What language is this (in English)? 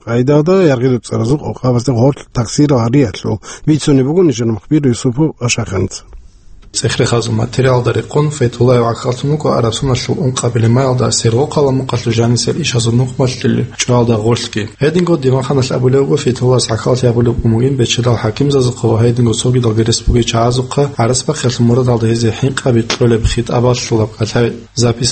Avaric